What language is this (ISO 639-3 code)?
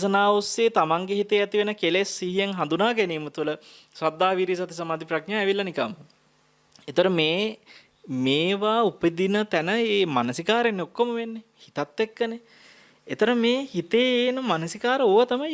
sin